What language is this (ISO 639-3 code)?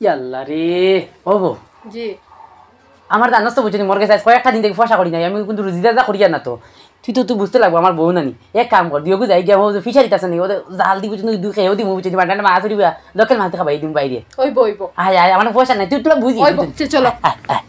syl